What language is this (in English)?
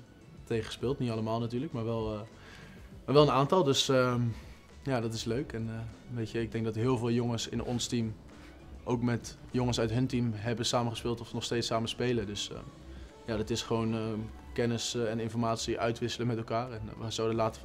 Dutch